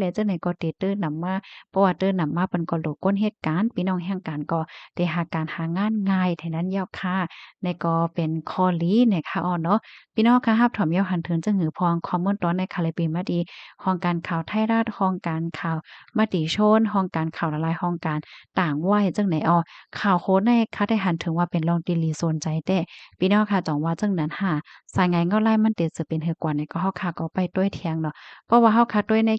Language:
Shan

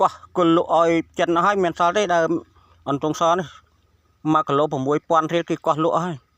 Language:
Khmer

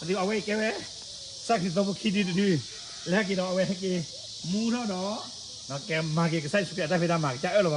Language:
S'gaw Karen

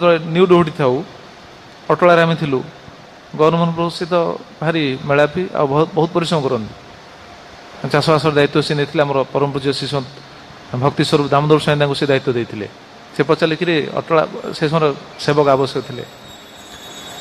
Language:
Odia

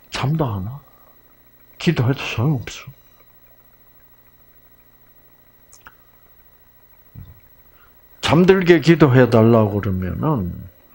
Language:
Korean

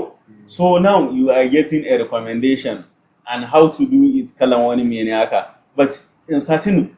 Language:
Hausa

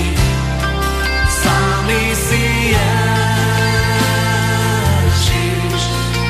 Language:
Slovak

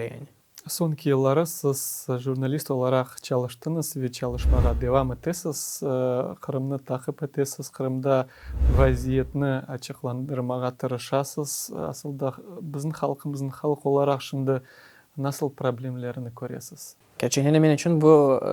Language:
Crimean Tatar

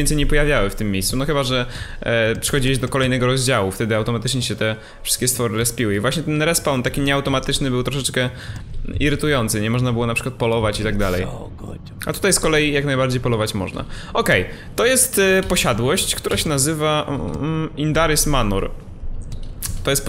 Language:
Polish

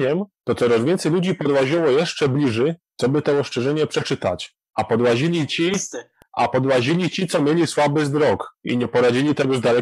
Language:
Silesian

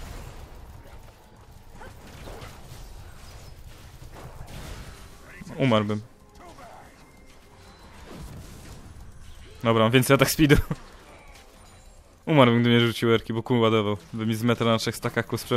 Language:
Polish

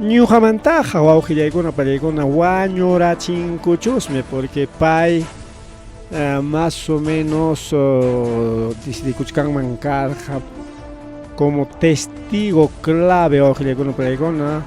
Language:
Ayacucho Quechua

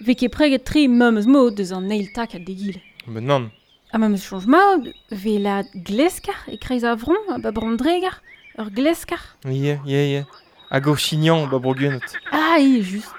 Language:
Breton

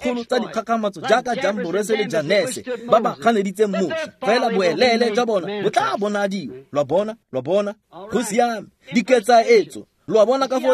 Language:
Tswana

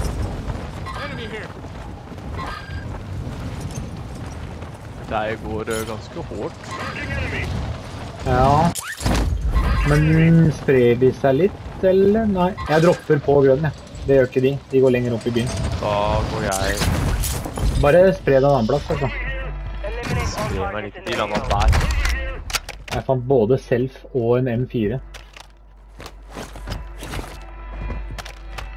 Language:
Norwegian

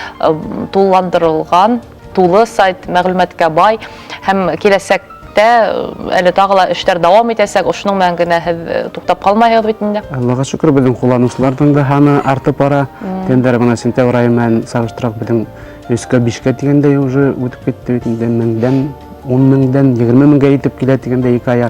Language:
Bashkir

